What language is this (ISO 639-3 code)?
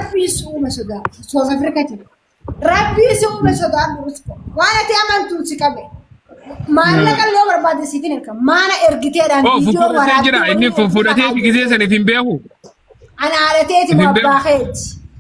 orm